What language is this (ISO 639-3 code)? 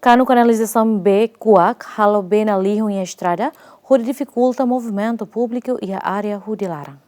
tet